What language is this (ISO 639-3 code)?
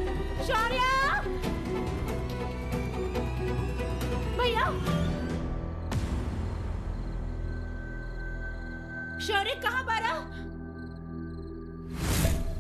bho